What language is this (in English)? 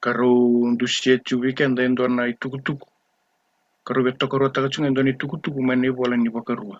Fijian